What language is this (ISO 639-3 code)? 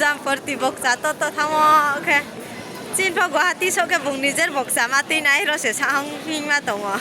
ria